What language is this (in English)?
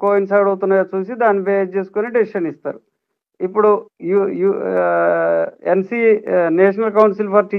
Telugu